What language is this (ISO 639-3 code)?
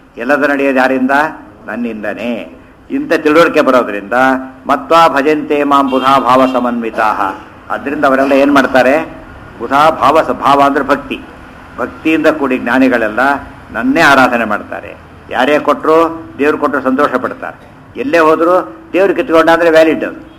kan